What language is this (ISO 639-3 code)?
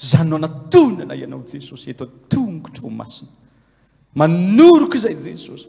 mlg